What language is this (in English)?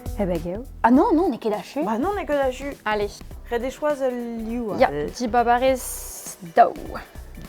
Breton